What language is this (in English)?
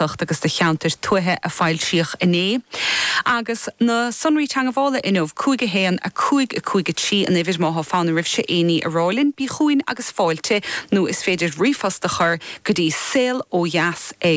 Irish